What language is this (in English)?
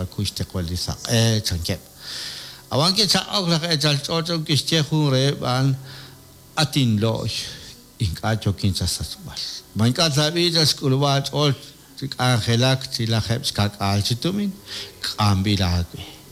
Kekchí